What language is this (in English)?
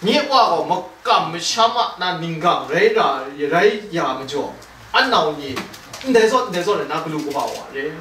Kachin